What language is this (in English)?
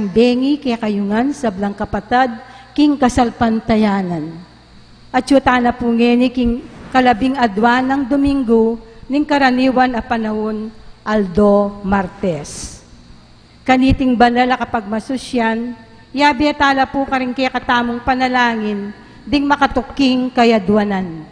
Pampanga